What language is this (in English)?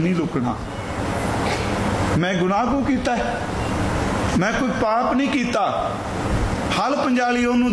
Punjabi